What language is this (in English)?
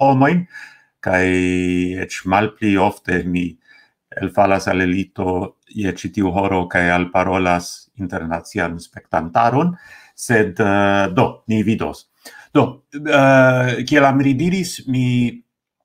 Esperanto